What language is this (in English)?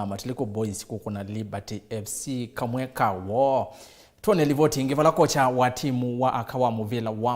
Kamba